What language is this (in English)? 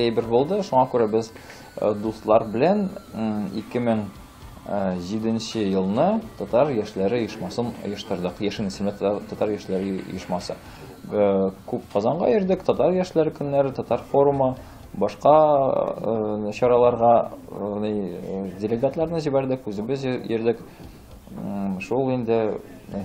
Tatar